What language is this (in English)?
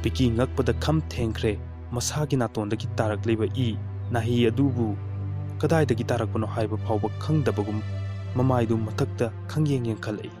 Manipuri